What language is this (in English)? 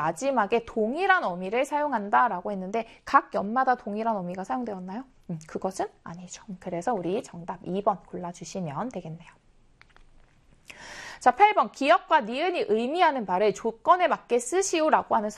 Korean